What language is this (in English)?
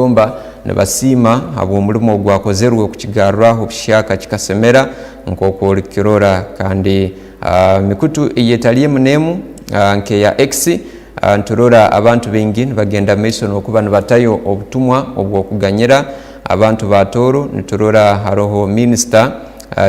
Tooro